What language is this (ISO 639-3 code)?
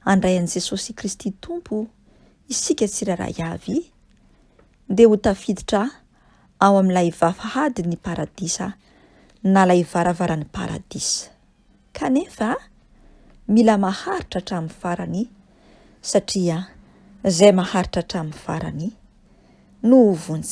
mlg